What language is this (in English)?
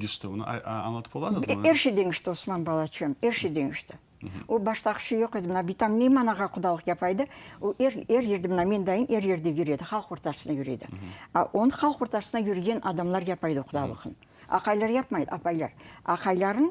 Crimean Tatar